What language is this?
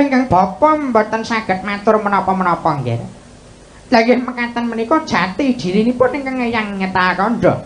Javanese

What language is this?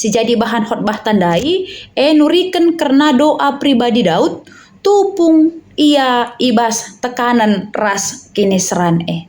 Batak Karo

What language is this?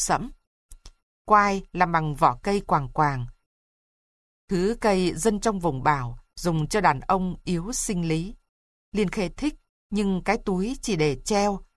Vietnamese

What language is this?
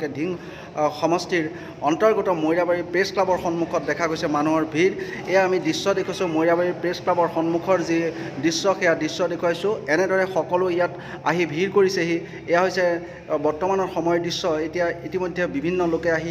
Assamese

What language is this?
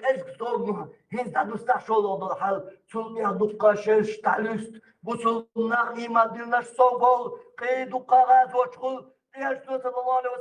Chechen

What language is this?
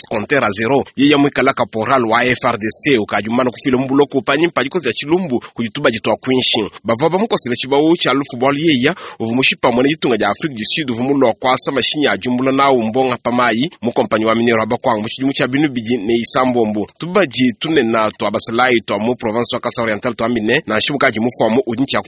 Luba-Lulua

